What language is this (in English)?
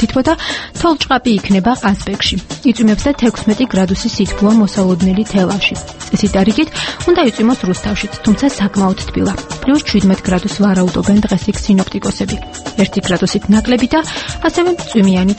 Georgian